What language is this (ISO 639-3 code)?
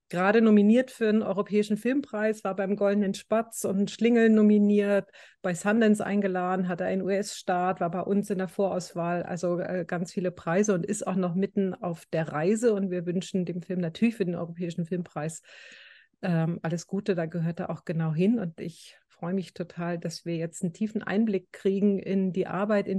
deu